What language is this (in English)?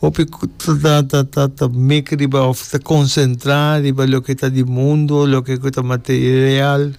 Papiamento